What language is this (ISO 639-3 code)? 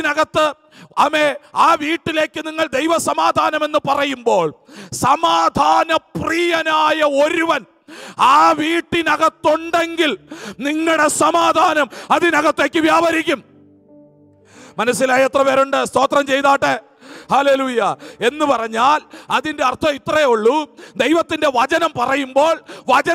mal